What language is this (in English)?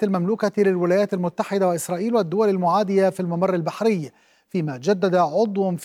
Arabic